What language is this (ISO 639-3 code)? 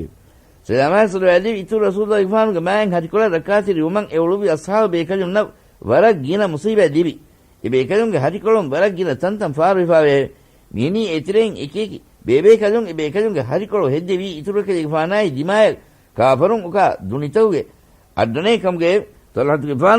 div